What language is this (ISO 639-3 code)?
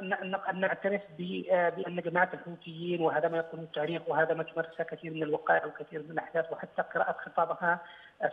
ara